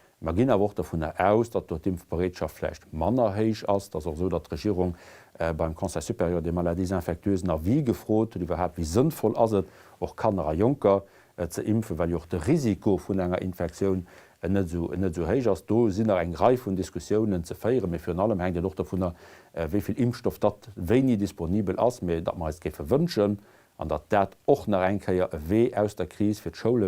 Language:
Luxembourgish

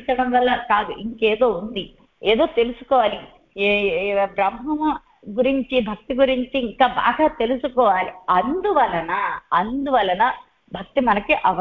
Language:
Telugu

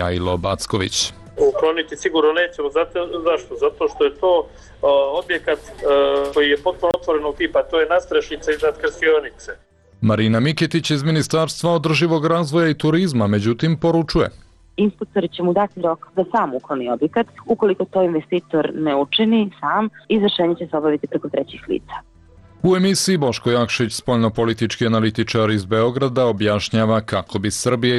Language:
Serbian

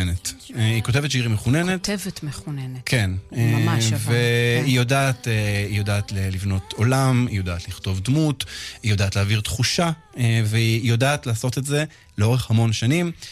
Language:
Hebrew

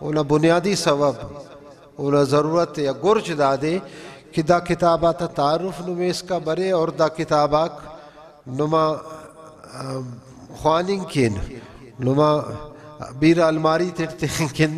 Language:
Brahui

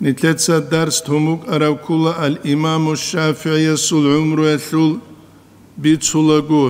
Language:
Avaric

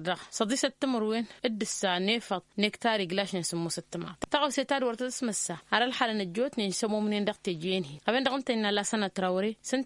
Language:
Tamasheq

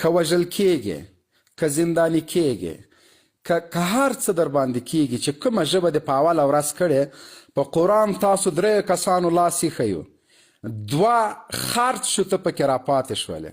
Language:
Pashto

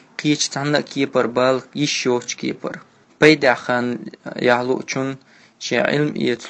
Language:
Chechen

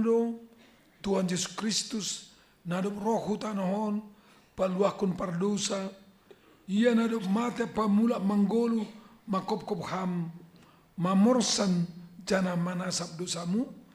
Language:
Batak Simalungun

